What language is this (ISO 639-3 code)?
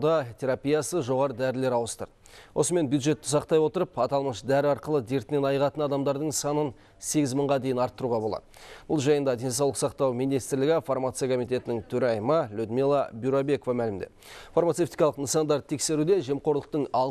kaz